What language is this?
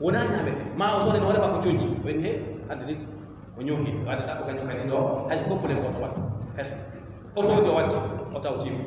Fula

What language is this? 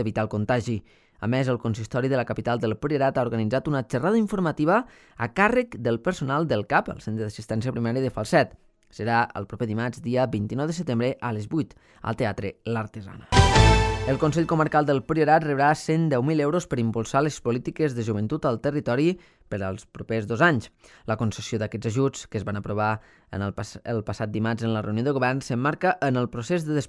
Catalan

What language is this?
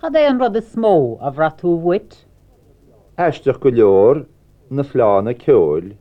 Irish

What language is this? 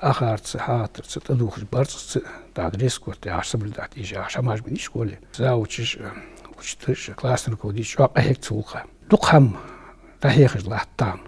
Ingush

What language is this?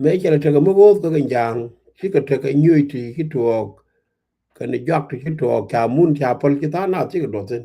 Nuer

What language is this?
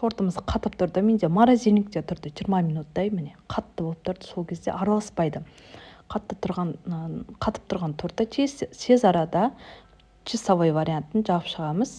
Kazakh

